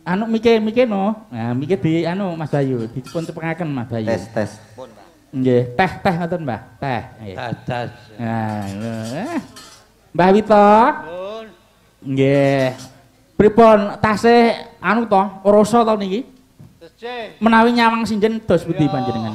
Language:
Javanese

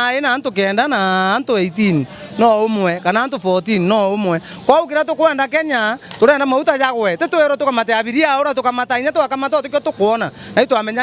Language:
Meru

